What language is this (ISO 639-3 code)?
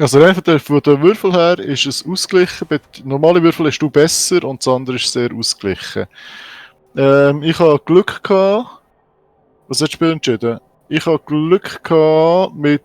gsw